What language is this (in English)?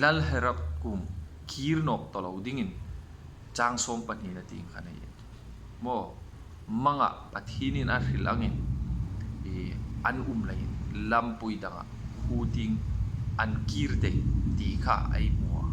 Hmar